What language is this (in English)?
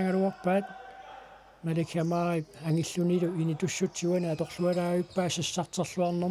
Kalaallisut